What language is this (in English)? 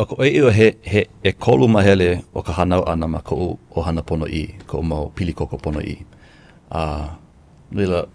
Hawaiian